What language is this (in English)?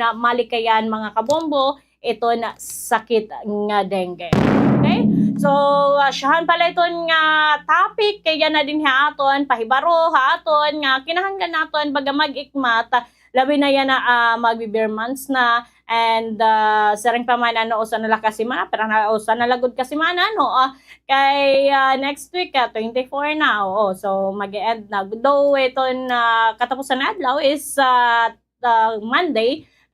Waray